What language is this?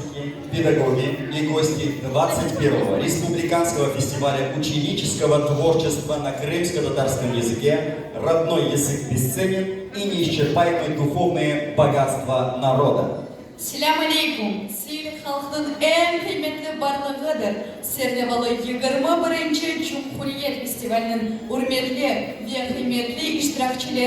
Crimean Tatar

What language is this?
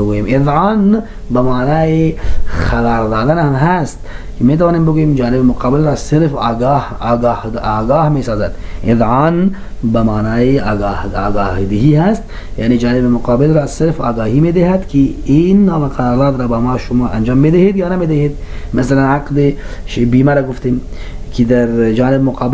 Persian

